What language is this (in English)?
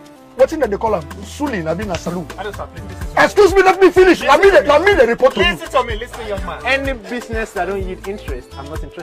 Nigerian Pidgin